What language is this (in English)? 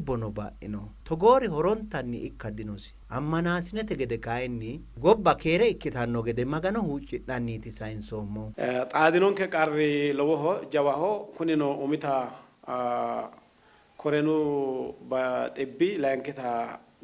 Sidamo